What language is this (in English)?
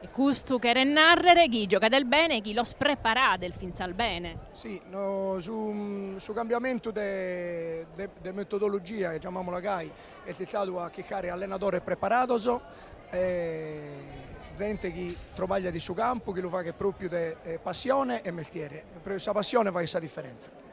Sardinian